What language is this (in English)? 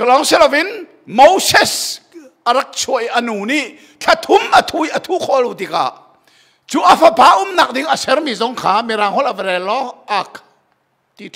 Hakha Chin